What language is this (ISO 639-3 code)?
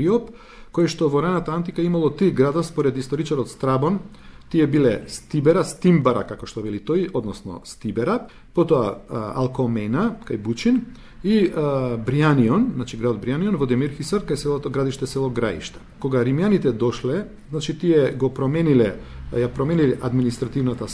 mkd